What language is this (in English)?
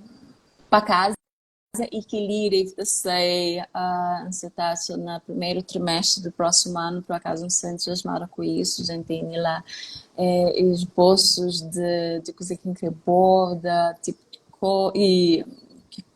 Kabuverdianu